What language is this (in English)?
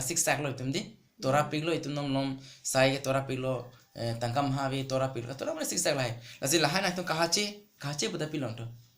Karbi